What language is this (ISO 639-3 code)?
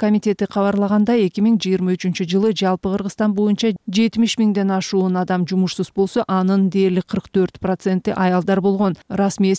kir